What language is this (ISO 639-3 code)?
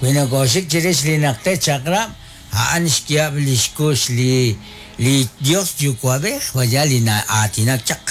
kek